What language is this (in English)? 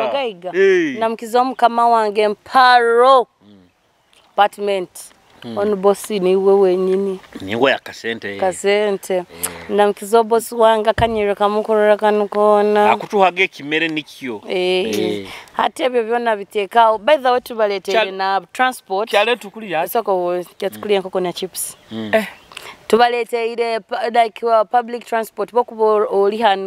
Nyoro